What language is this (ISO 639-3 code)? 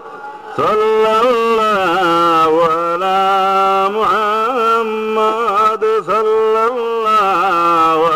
syl